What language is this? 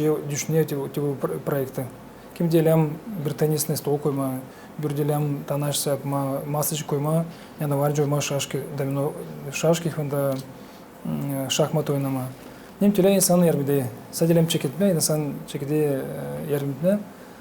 Gagauz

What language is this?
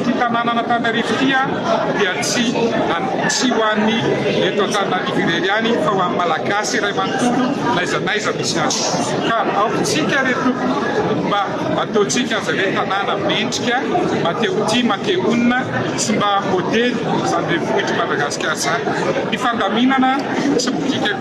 Malagasy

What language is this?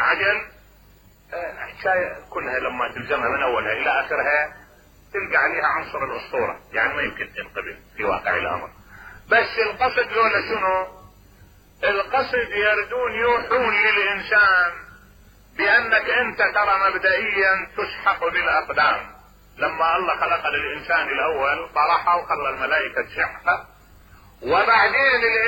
Mesopotamian Arabic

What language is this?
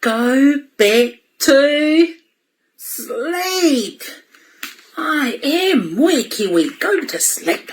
Māori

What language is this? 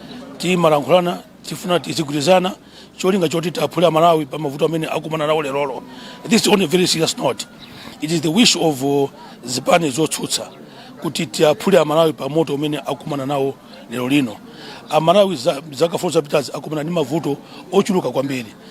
Nyanja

